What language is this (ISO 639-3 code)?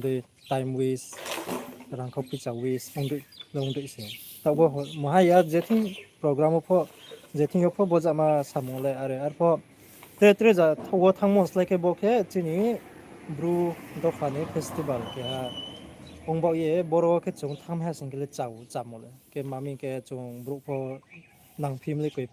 ria